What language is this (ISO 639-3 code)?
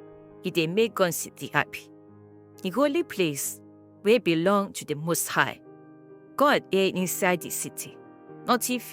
pcm